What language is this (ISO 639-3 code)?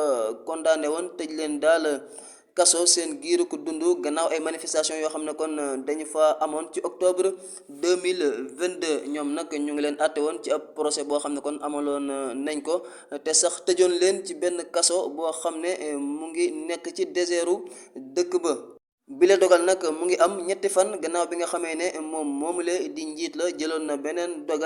wol